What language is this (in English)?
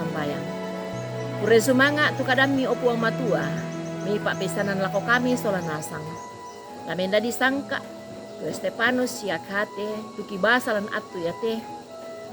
Toraja-Sa'dan